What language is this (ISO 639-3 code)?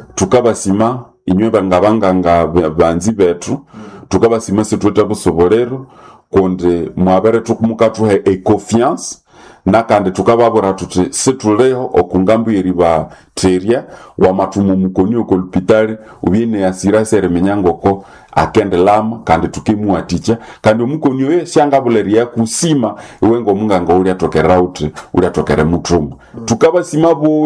nnb